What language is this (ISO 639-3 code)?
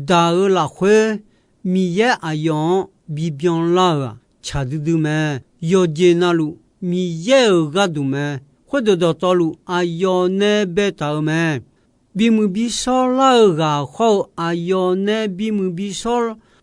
ahk